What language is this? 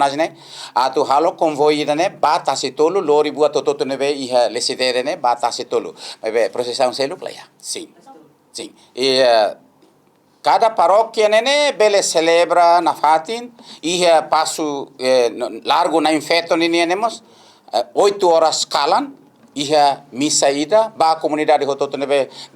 Tetum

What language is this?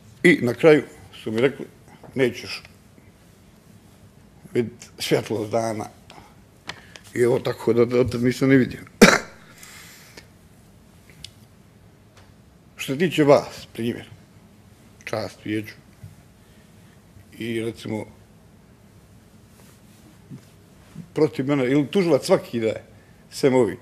Bosnian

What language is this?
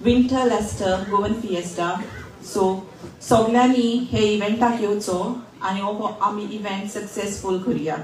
Konkani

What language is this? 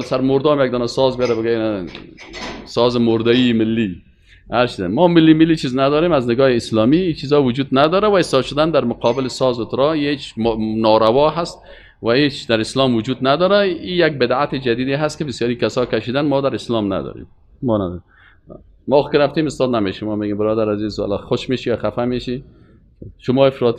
Persian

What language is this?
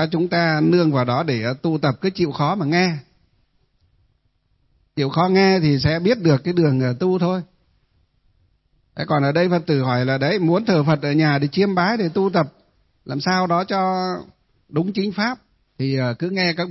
Vietnamese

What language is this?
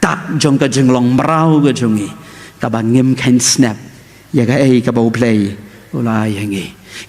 Khasi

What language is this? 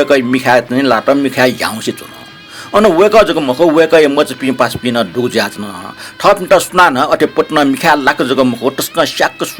Newari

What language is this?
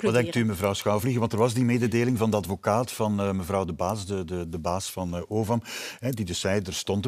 Dutch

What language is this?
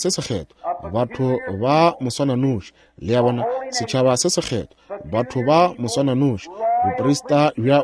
Northern Sotho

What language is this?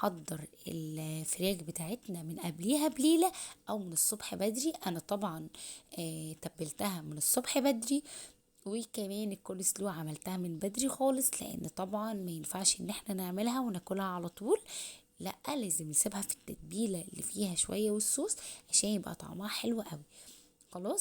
Egyptian Arabic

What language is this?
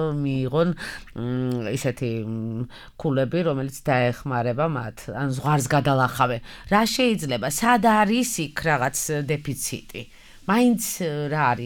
Georgian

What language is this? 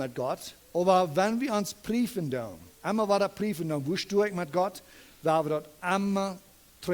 Plautdietsch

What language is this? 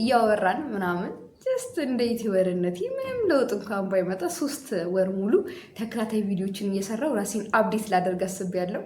Amharic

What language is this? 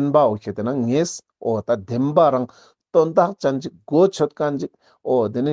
Ladakhi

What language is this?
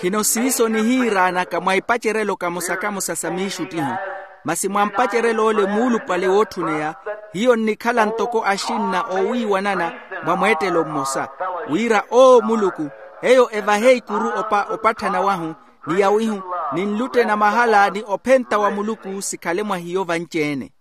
Makhuwa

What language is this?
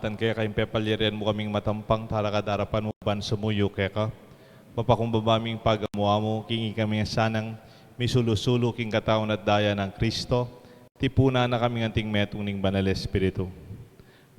Pampanga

